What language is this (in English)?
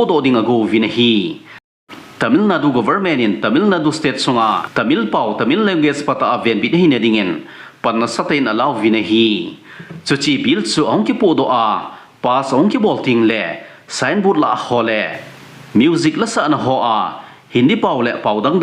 Thado Chin